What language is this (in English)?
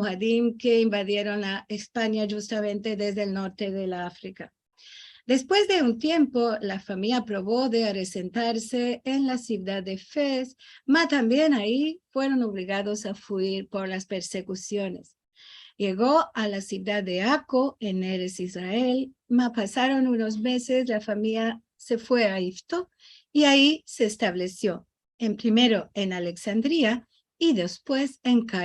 Ladino